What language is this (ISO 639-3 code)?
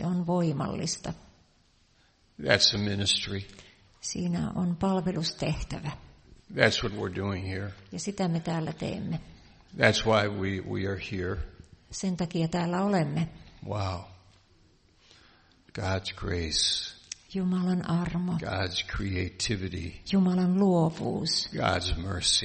fin